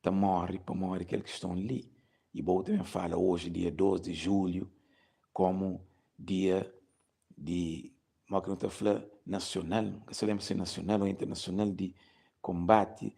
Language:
Kabuverdianu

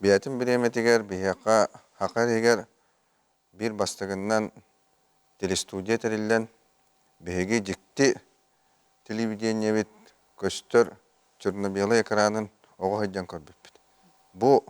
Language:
Yakut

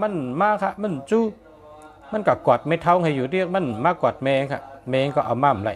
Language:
Shan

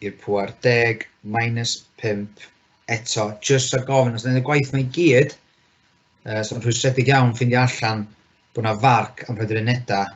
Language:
Welsh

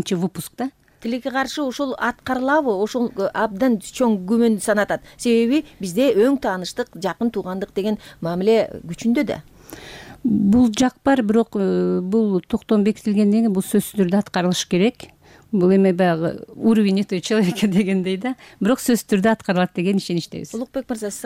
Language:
Kyrgyz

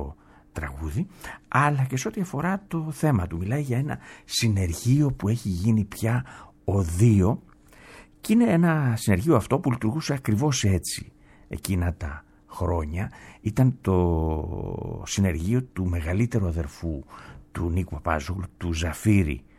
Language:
Greek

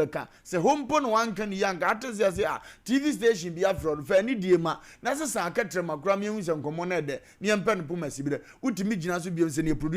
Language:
Akan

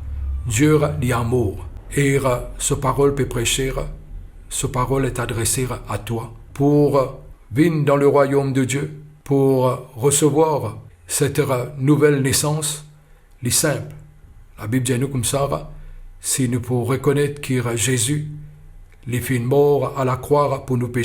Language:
Morisyen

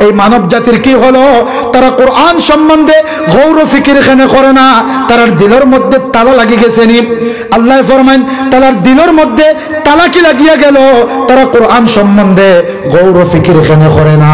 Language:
Sylheti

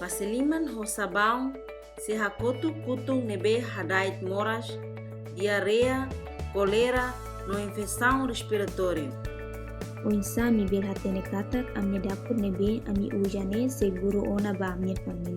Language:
Tetum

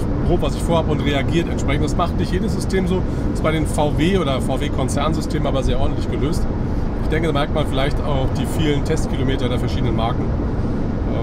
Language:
German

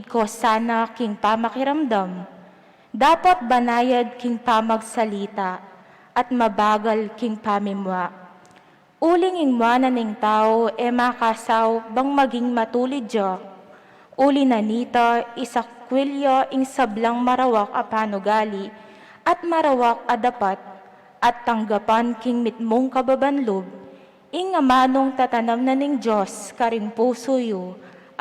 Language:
Pampanga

